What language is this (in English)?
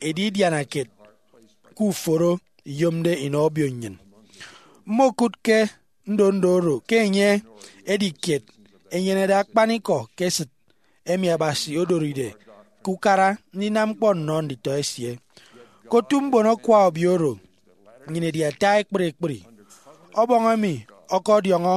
Efik